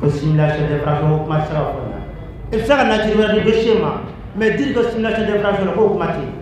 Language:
Bambara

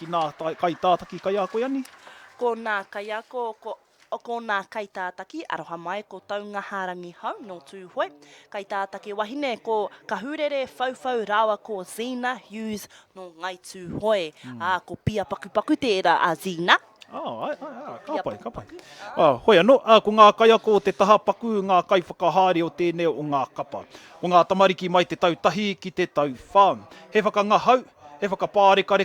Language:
Māori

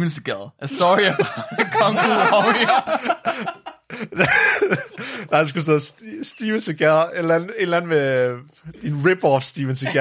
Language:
Danish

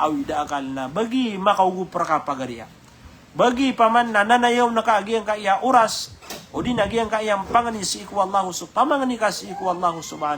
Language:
Maranao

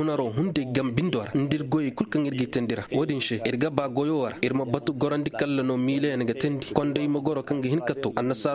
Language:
Koyraboro Senni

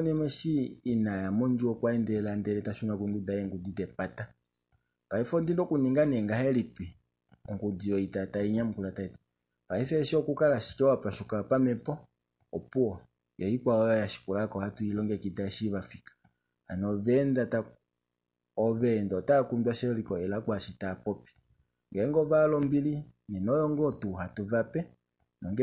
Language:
Kuanyama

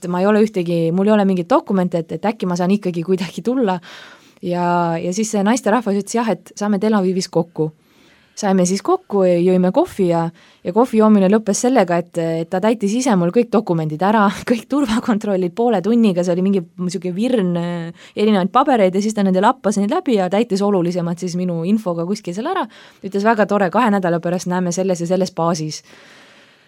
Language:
Estonian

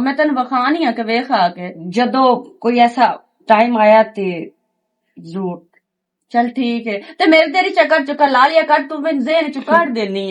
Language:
Western Panjabi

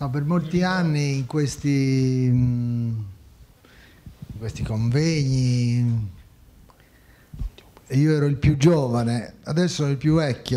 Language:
Italian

